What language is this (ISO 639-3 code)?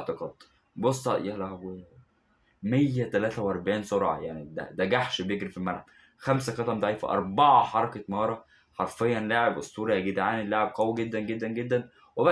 arz